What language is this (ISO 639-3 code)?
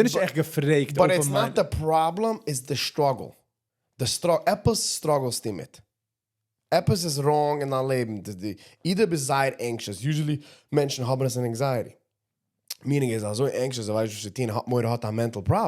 yid